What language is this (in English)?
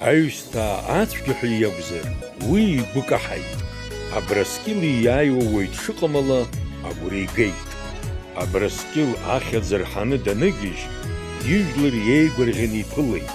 Abkhazian